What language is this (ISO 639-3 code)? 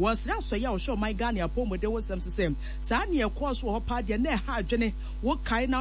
aka